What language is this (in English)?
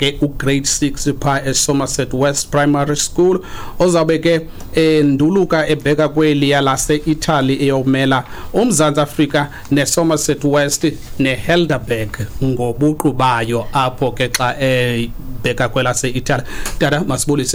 Xhosa